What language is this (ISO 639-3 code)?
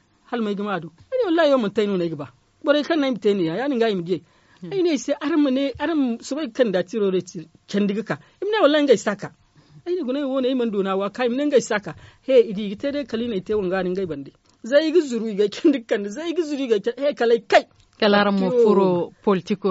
dje